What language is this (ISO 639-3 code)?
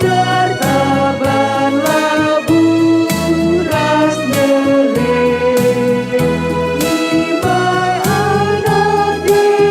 btx